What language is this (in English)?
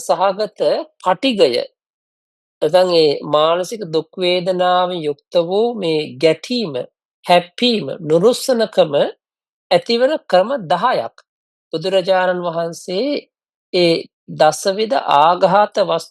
Sinhala